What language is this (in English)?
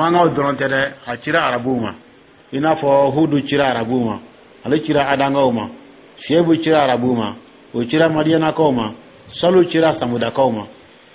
Dyula